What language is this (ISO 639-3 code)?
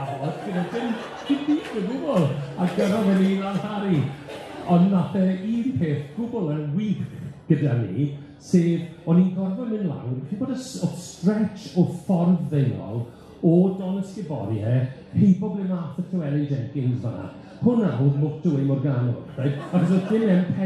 cym